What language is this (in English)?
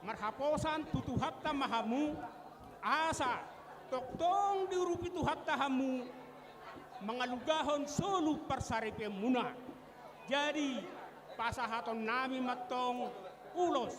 Batak Toba